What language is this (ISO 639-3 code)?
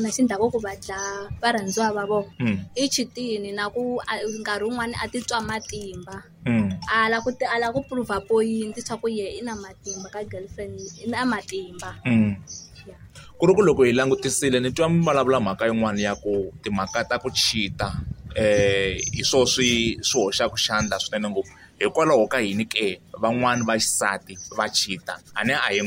tso